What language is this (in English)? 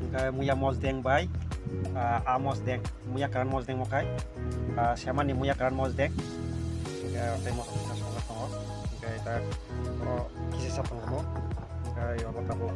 Kok Borok